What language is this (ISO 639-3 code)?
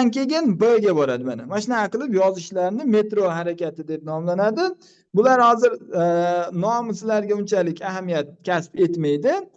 uzb